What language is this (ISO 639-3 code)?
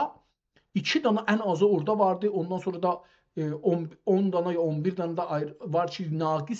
azb